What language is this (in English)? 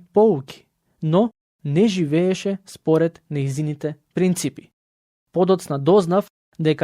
Macedonian